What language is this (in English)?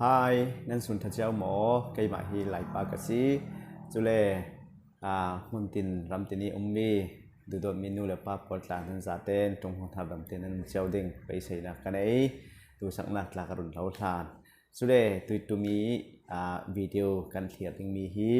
Falam Chin